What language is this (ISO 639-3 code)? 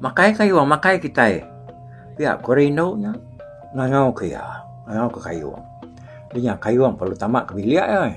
iba